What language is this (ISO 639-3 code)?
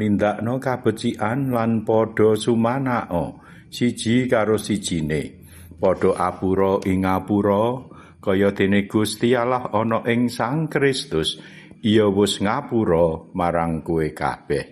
jav